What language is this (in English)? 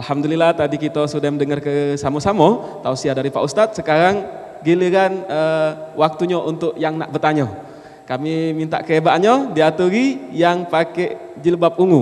Musi